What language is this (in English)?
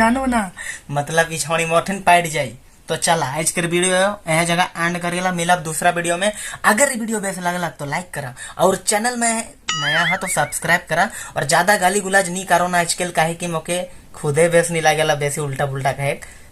Sadri